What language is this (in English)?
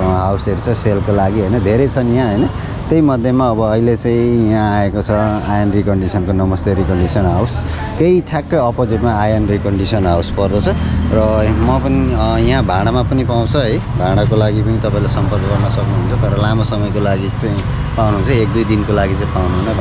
Nepali